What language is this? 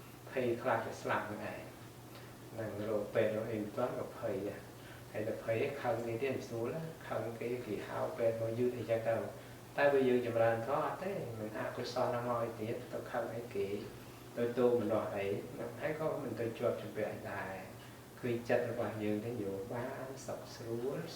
Khmer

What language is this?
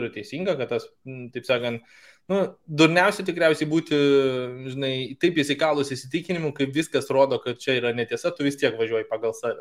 Lithuanian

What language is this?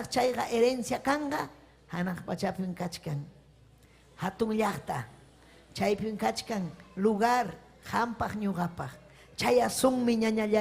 Ayacucho Quechua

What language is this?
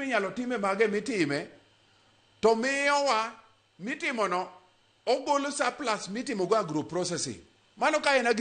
Luo (Kenya and Tanzania)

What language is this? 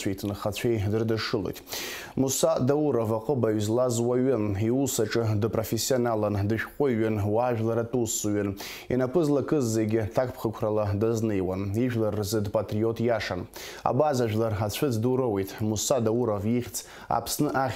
Abkhazian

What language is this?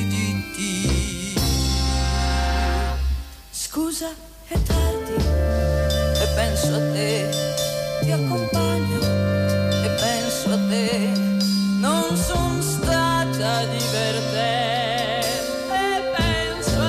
Italian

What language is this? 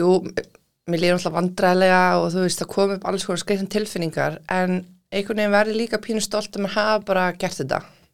Icelandic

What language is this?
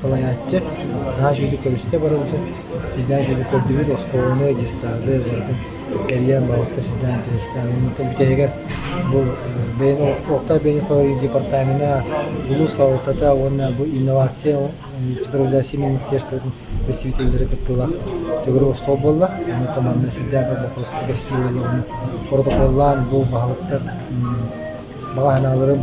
Yakut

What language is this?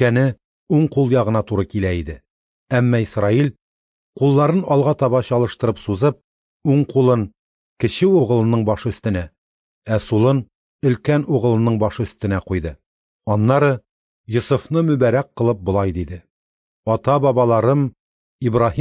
Tatar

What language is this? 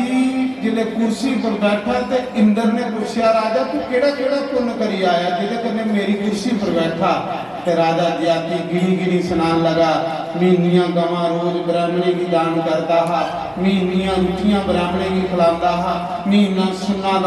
Dogri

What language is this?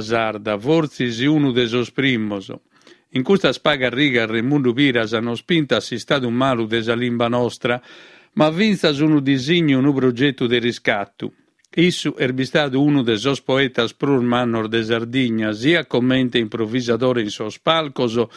Sardinian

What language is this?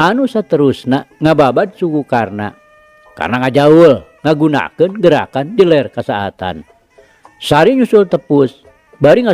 Sundanese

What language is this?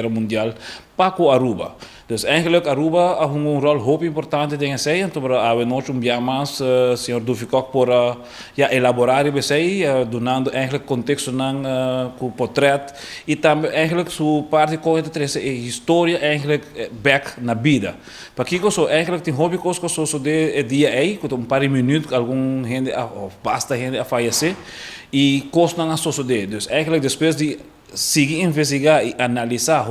Papiamento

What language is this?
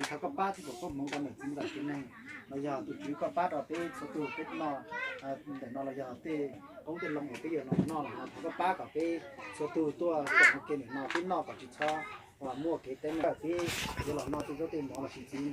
Hmong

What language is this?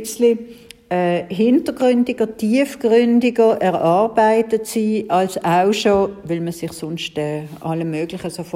German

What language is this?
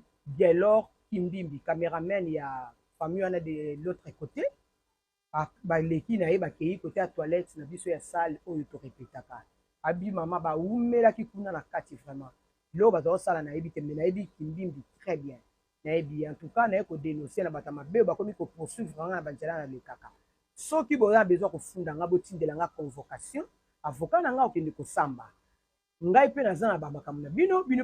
Lingala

